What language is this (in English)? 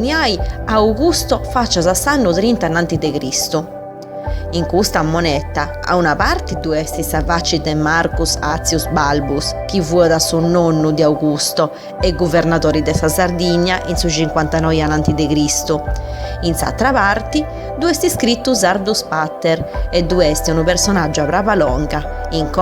Sardinian